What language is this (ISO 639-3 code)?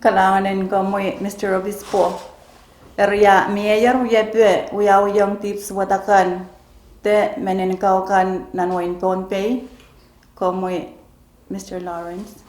pon